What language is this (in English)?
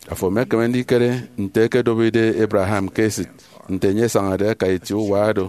Efik